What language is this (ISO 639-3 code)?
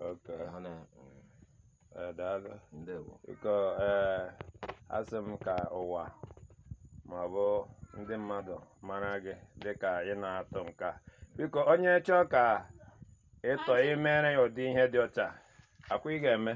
ibo